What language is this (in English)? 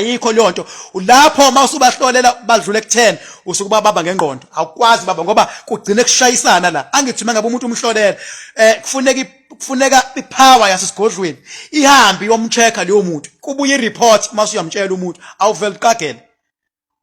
Zulu